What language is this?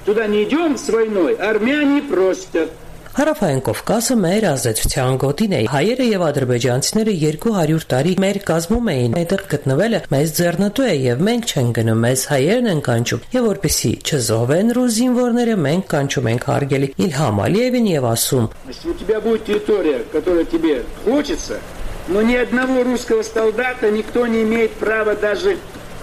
Armenian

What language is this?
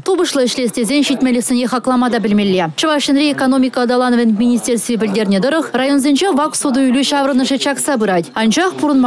Chuvash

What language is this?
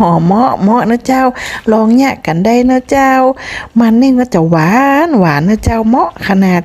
Lao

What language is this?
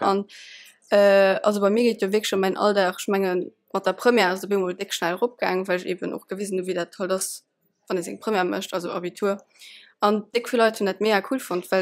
Luxembourgish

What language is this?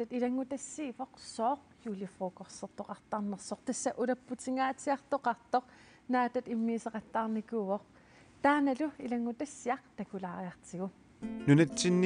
Kalaallisut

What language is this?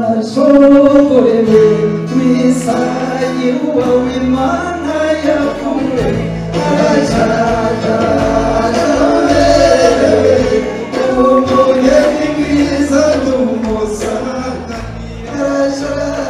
Kinyarwanda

